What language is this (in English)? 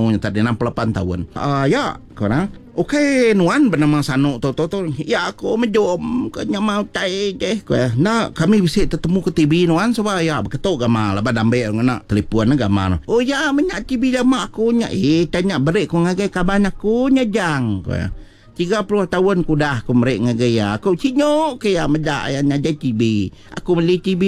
Iban